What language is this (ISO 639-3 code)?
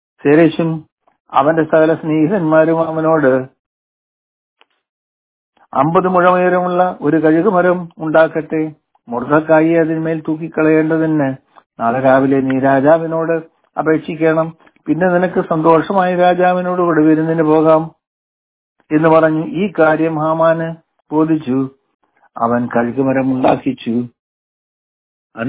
mal